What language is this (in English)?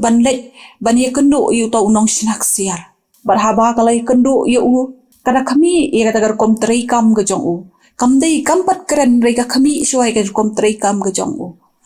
Khasi